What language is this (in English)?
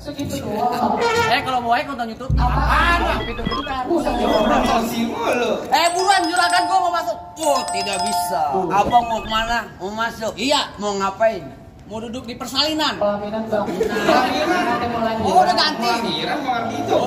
Betawi